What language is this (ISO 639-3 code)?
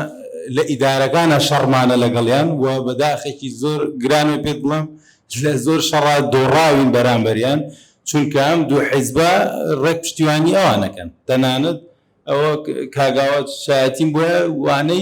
ckb